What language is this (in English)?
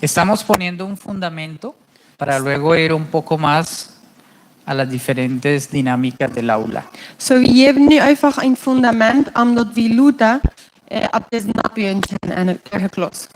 Plautdietsch